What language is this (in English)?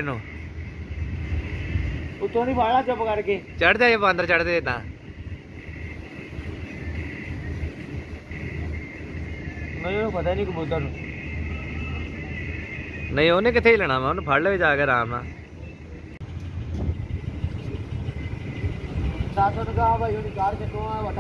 Punjabi